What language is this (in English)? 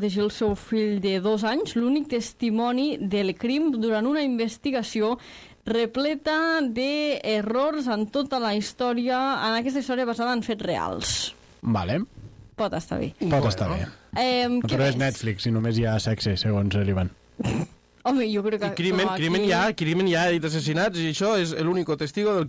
Catalan